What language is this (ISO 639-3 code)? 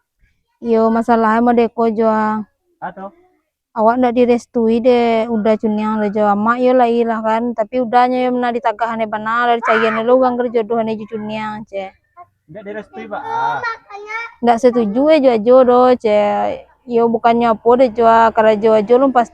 min